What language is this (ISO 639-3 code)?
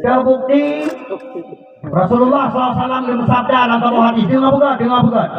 ace